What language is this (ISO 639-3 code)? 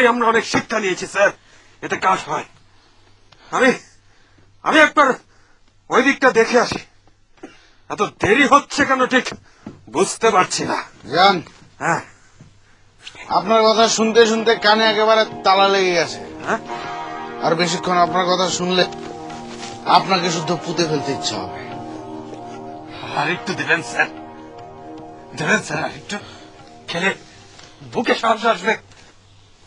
ben